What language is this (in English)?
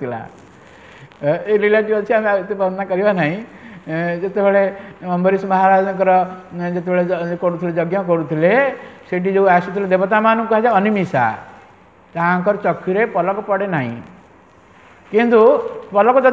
Odia